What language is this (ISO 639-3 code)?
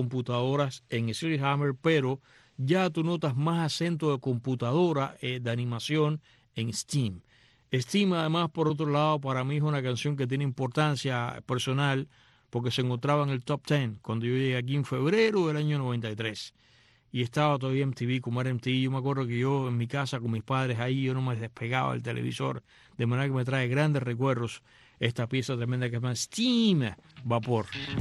spa